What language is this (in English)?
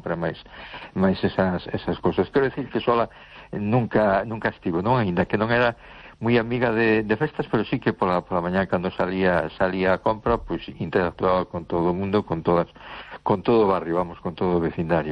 Galician